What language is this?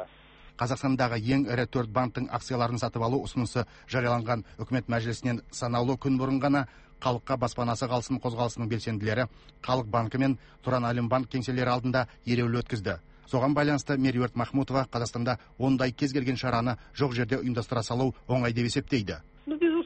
Kazakh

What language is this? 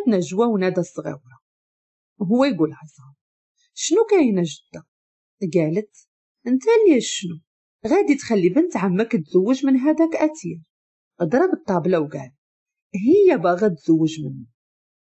Moroccan Arabic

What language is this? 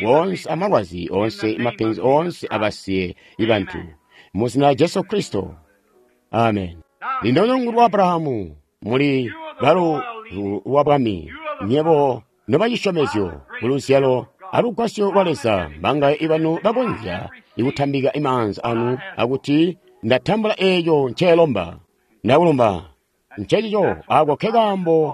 Tonga (Zambia)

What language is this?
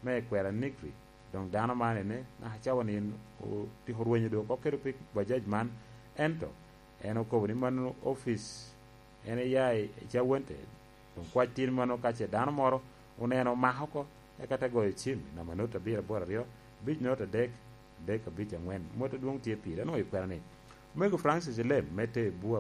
Lango (Uganda)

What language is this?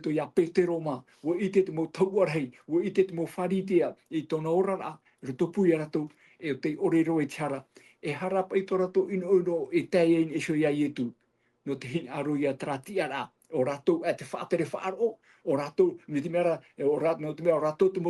Tahitian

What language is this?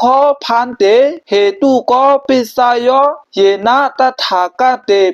Shan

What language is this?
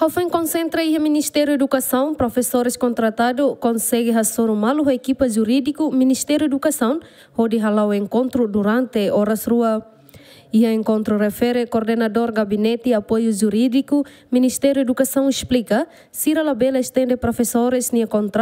Tetum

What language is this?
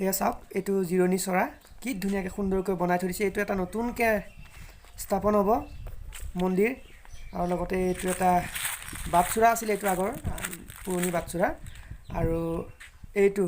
Assamese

